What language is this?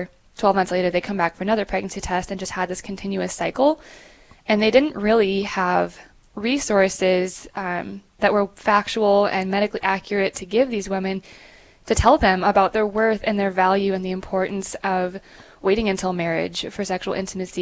English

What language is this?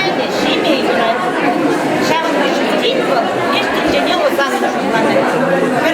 Chuvash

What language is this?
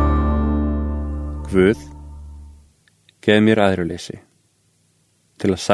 Icelandic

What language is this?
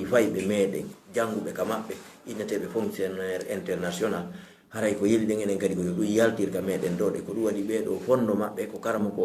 Fula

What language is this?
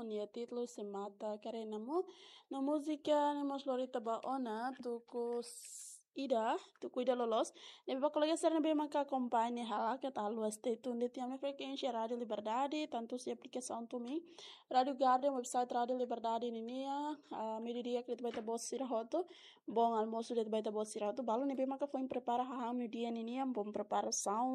Tetum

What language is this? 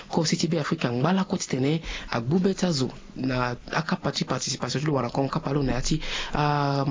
Sango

